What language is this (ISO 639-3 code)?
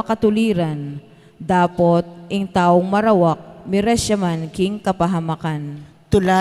pam